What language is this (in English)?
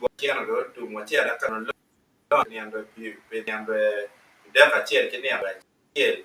Acoli